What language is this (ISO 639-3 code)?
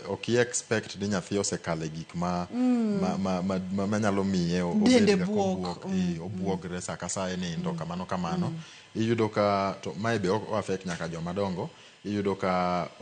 luo